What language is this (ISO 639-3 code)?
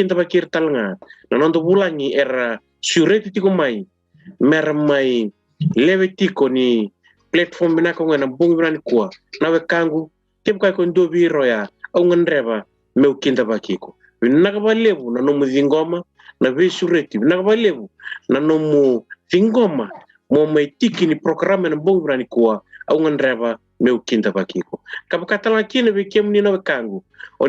fij